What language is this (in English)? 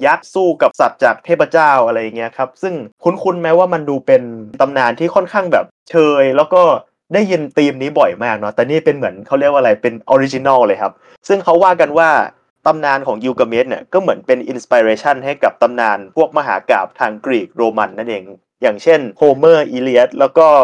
Thai